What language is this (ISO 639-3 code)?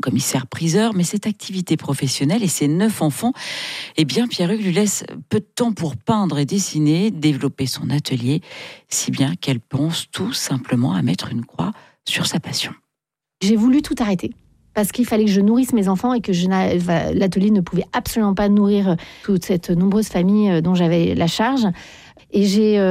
fra